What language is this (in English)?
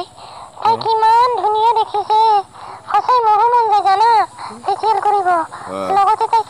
Assamese